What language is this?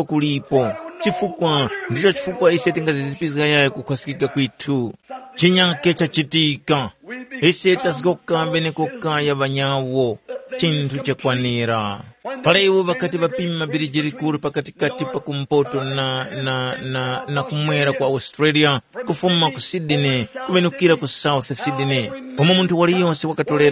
Tumbuka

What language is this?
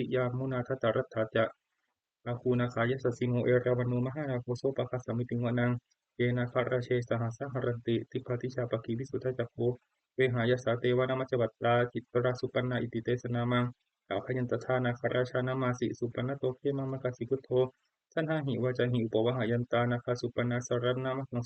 Pali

